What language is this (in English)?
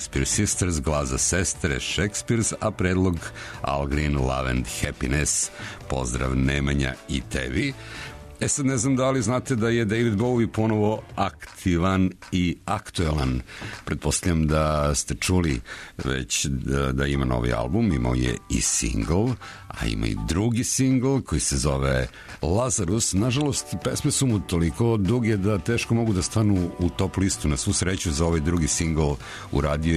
Serbian